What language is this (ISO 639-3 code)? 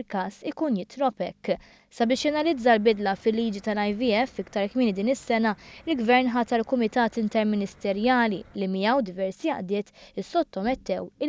mlt